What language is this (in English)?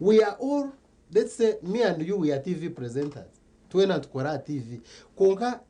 Nyankole